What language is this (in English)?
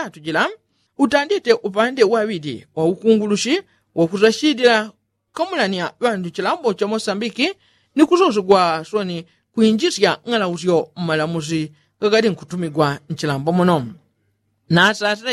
Yao